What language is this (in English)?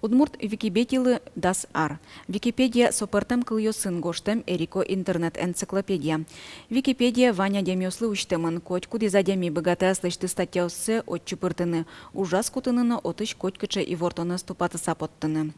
Udmurt